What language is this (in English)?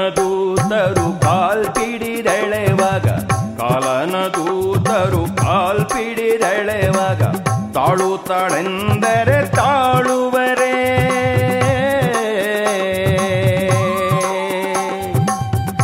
Kannada